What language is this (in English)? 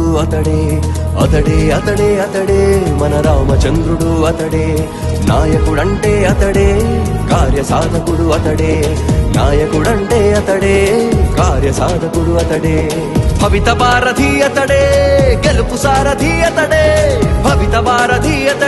Telugu